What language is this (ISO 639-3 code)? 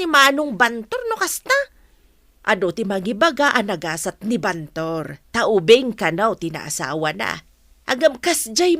ilo